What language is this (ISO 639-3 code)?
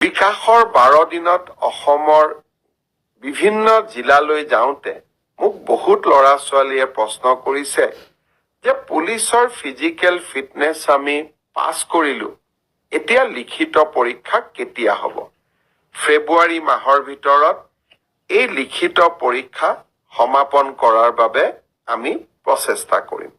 asm